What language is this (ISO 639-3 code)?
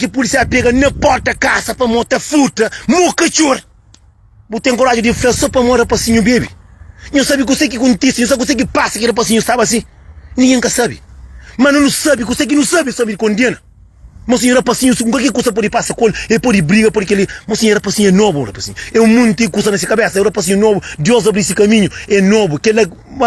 kea